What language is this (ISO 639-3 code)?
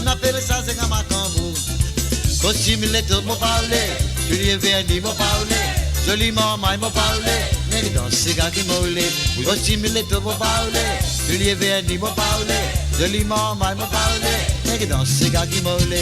mfe